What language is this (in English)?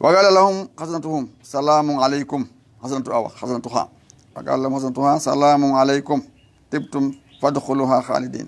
Fula